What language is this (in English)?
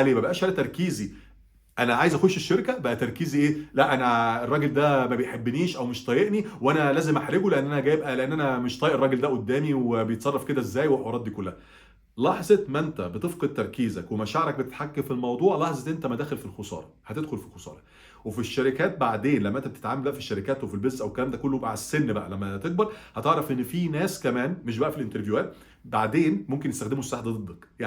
Egyptian Arabic